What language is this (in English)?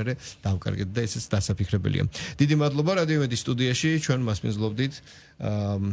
Georgian